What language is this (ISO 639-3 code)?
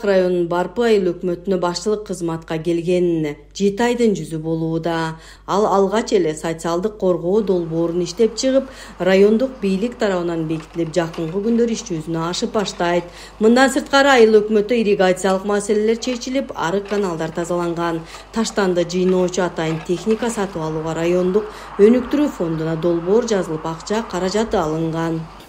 kir